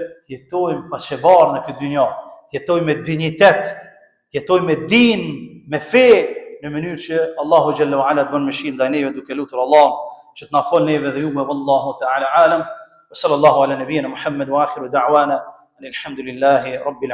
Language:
Albanian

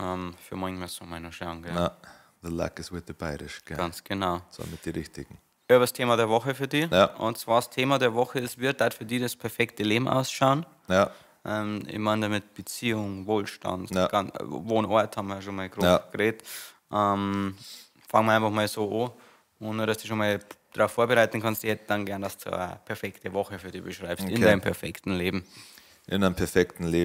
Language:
Bavarian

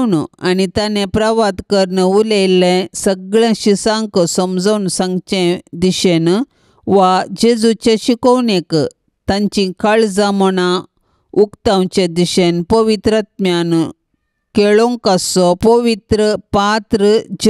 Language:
Konkani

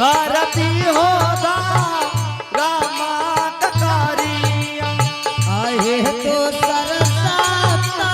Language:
Angika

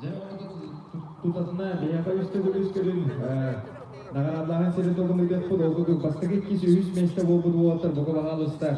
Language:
Yakut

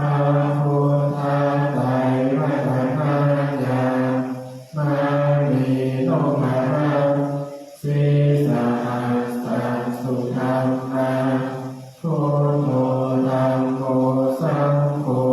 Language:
Pali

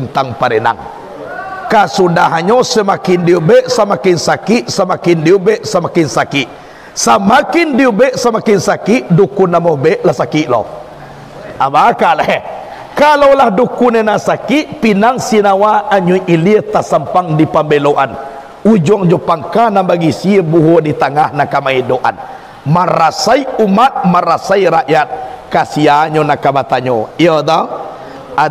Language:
Minangkabau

